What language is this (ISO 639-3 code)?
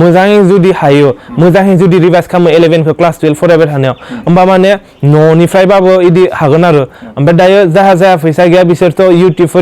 brx